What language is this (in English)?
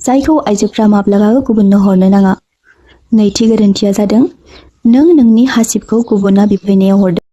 Bodo